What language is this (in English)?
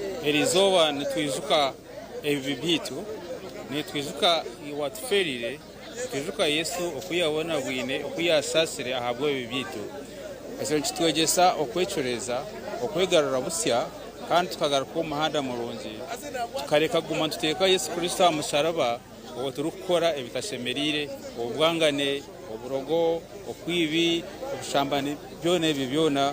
Nyankole